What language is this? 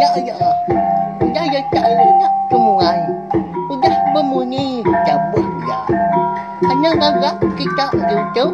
Iban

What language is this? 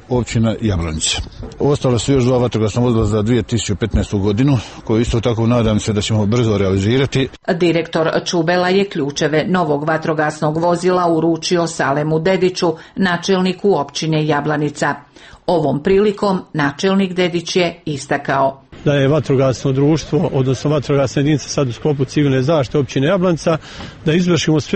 Croatian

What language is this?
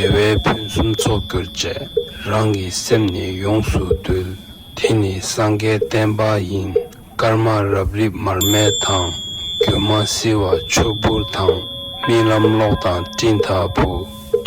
Tibetan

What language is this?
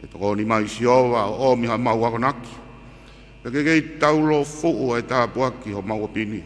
Tongan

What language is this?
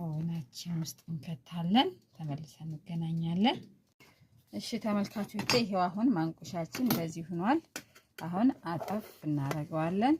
Amharic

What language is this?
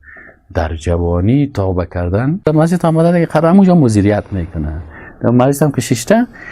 Persian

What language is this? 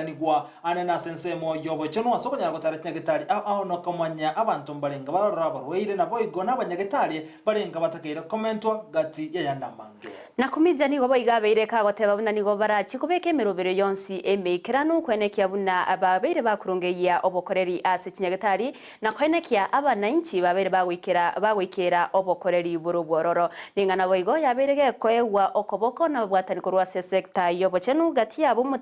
Gusii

